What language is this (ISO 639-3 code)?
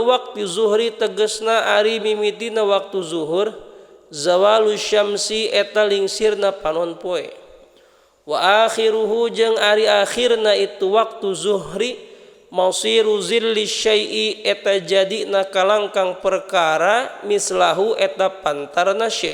sun